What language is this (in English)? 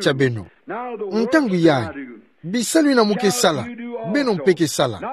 Kituba (Democratic Republic of Congo)